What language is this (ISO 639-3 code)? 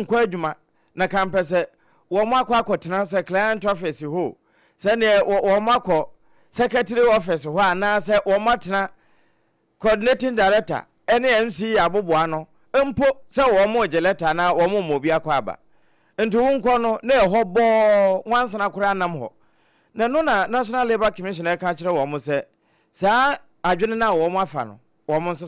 aka